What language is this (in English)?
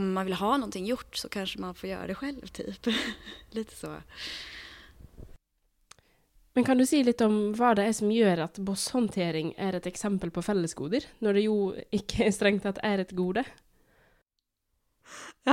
Norwegian